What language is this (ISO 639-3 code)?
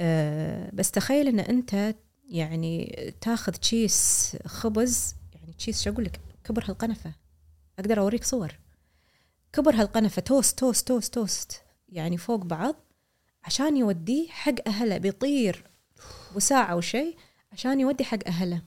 afb